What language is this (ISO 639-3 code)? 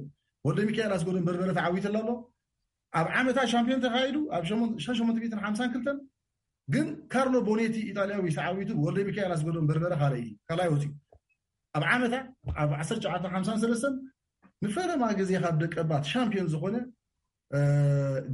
tir